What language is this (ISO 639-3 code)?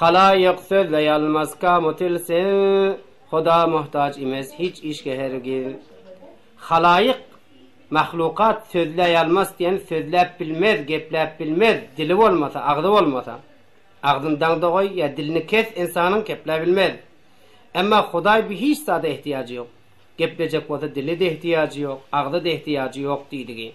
tuk